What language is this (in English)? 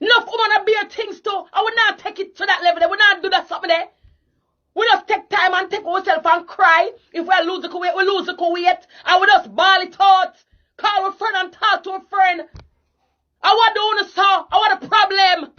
Jamaican Creole English